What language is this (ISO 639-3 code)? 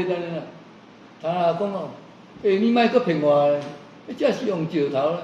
nan